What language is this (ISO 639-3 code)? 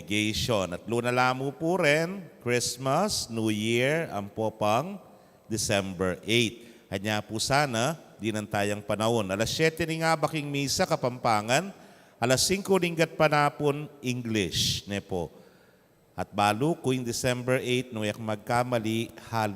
pam